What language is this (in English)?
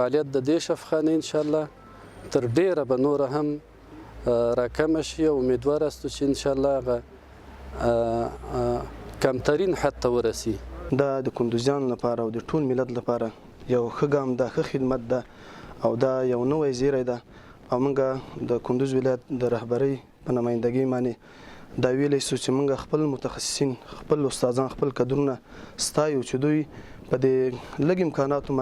Pashto